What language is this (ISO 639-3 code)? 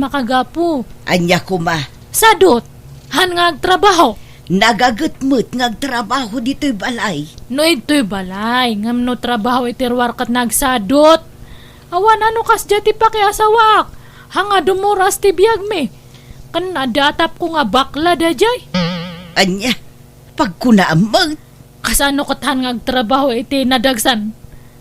ilo